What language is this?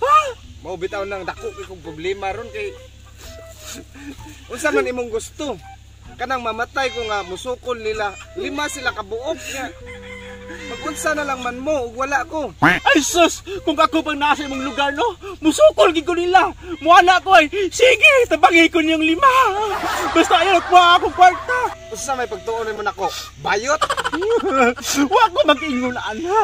Cebuano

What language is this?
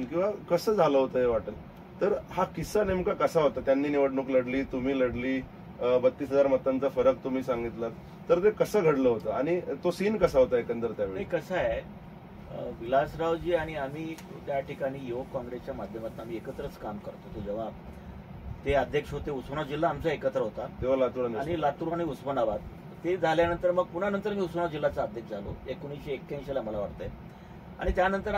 Marathi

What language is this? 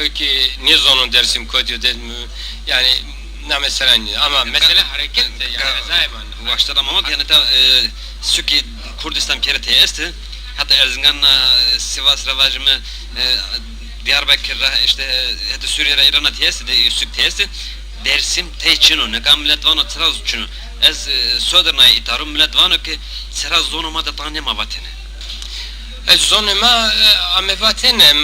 Zaza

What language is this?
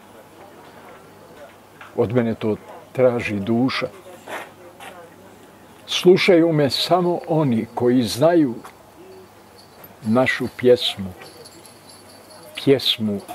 Bosnian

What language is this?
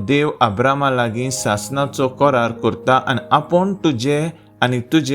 Konkani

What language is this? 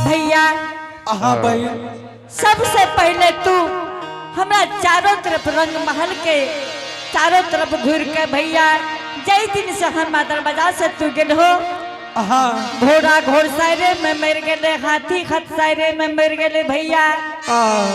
Angika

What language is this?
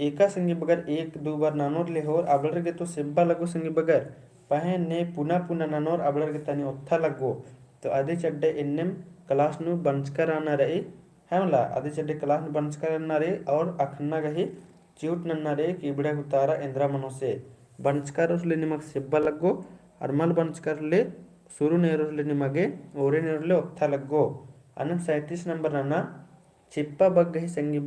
Kurukh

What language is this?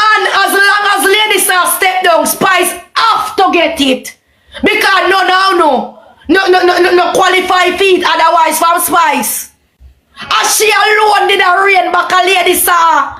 Jamaican Creole English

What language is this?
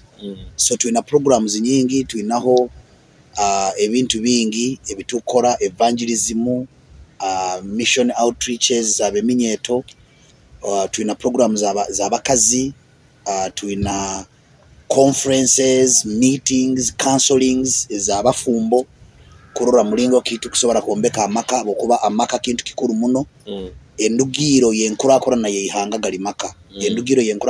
Nyoro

